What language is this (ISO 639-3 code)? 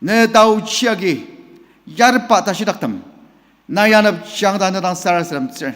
njo